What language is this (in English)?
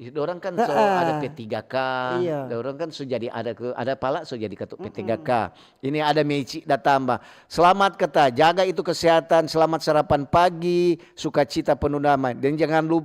Manado Malay